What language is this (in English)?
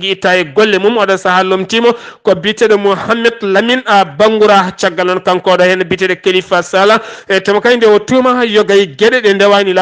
Fula